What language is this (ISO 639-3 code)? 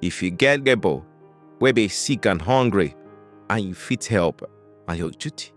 pcm